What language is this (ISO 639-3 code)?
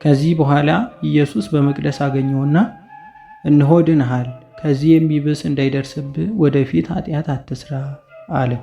amh